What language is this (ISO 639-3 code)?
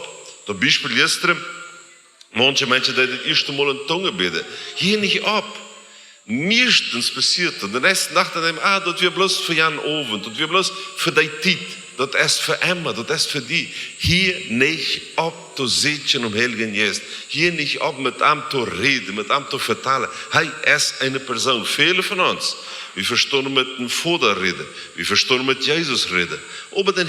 pdt